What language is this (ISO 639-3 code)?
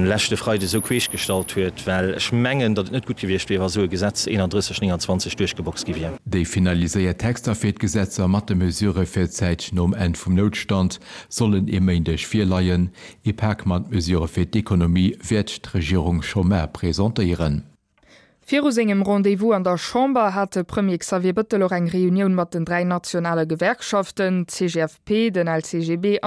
ltz